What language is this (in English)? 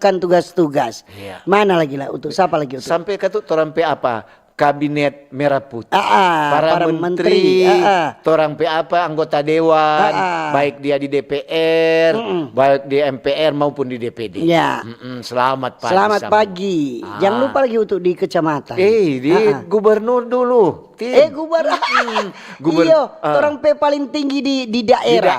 Manado Malay